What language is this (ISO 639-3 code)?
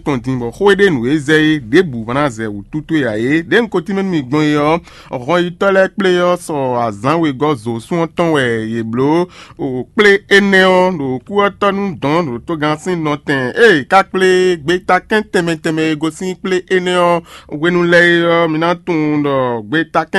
fon